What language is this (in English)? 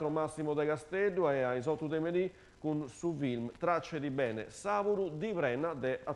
Sardinian